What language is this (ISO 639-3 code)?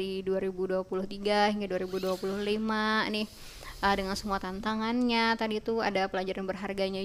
bjn